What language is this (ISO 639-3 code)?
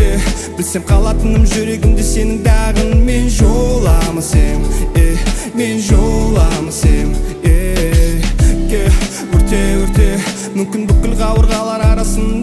kaz